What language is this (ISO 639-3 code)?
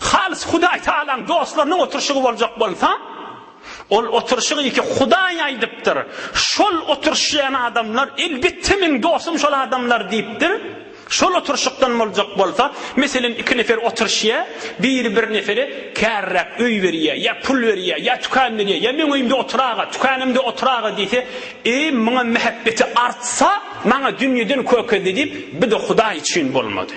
tuk